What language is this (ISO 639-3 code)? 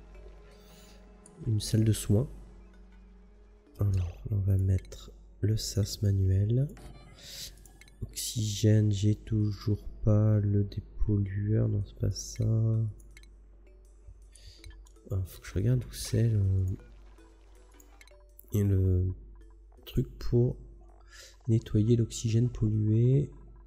fra